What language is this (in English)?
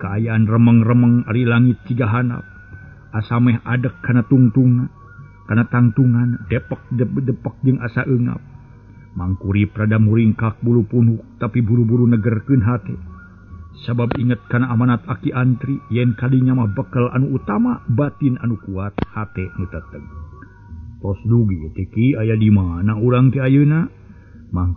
Sundanese